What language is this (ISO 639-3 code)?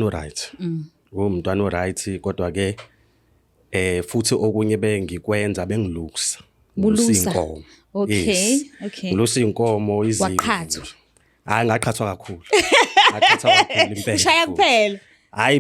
zul